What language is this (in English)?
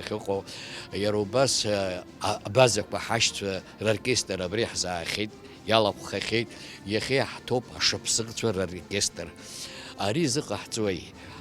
Abkhazian